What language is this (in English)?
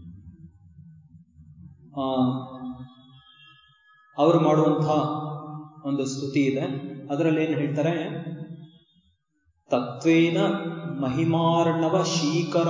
Kannada